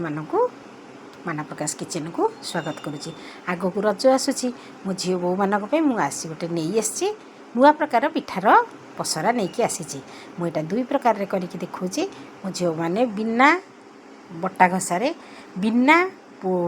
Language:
Odia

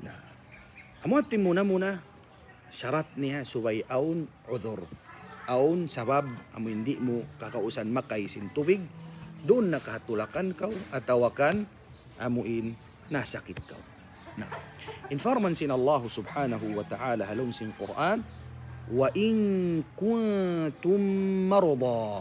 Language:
Tausug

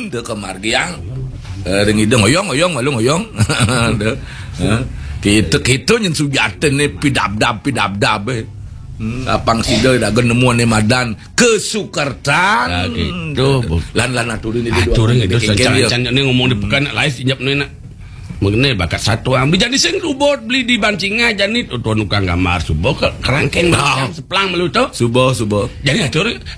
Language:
Balinese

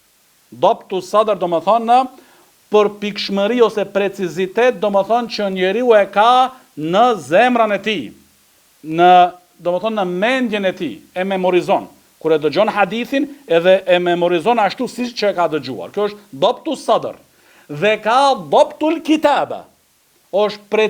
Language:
Albanian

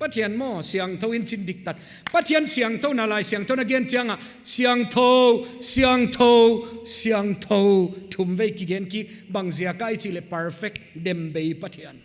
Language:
Paite Chin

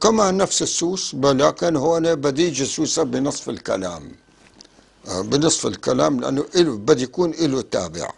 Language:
North Levantine Arabic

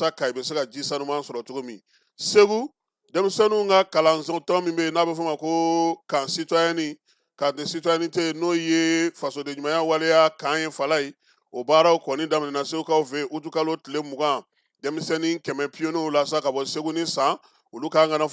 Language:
Bambara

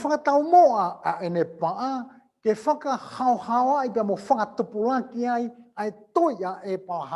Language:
Tongan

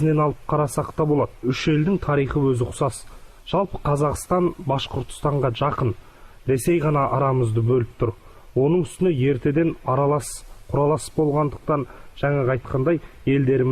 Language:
Bashkir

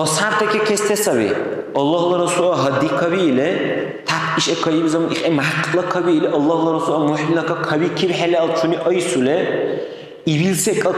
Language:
Dargwa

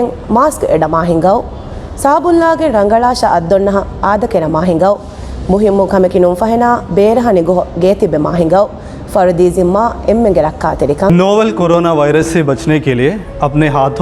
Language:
Divehi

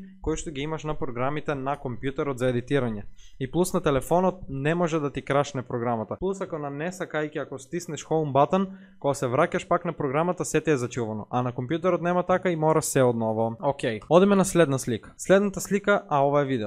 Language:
Macedonian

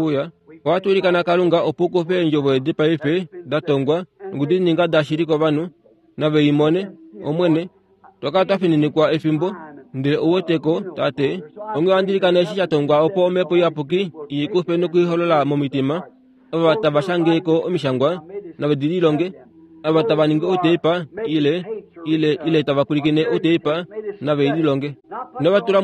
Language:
Kuanyama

